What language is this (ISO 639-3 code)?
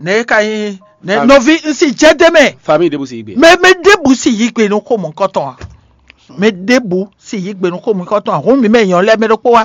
fon